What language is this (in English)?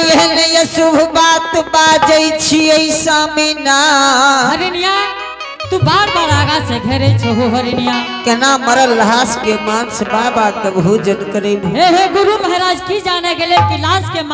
Angika